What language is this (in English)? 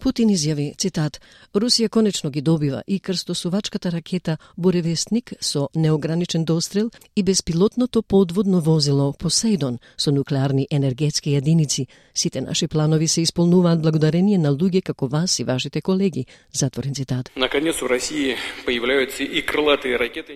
Macedonian